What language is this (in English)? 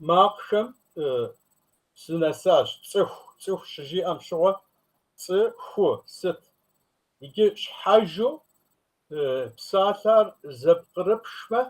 Kabardian